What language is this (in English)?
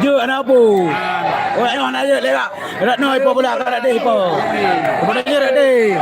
Achinese